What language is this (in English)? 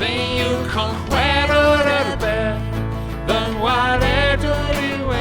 Welsh